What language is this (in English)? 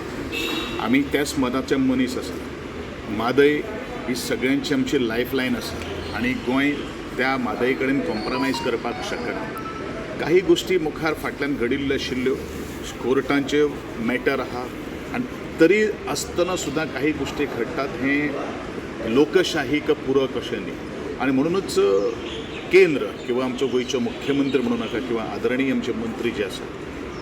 Konkani